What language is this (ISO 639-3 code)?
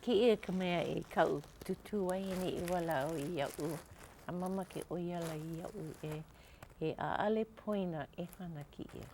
haw